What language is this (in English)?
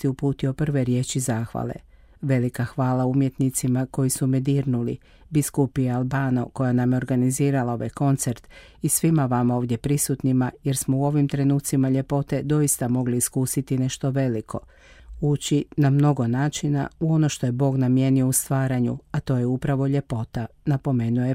Croatian